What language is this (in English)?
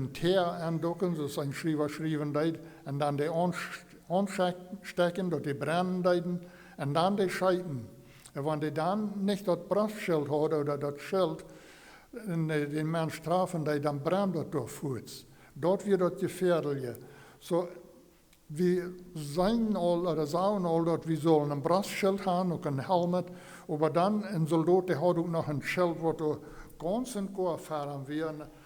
Plautdietsch